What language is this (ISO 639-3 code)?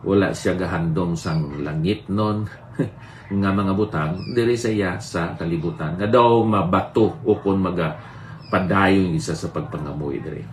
hil